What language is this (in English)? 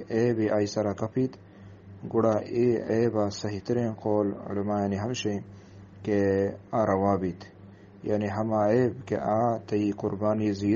Eastern Balochi